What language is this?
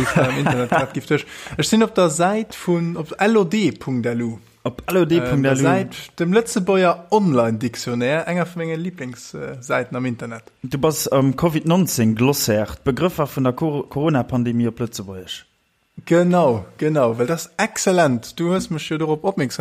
Luxembourgish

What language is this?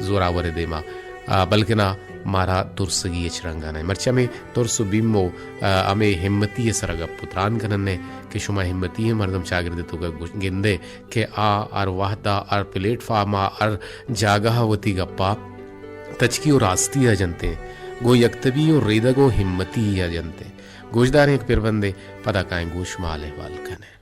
Baluchi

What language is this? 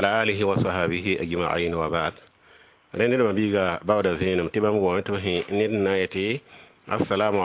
Mossi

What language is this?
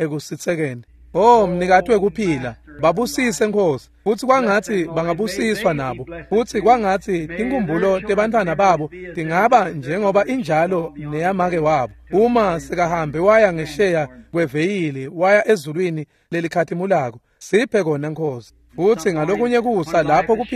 Swati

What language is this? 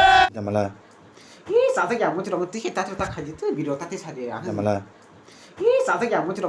Kok Borok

